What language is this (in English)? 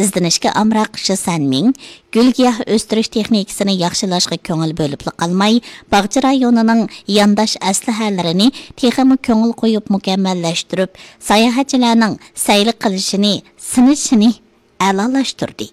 Uyghur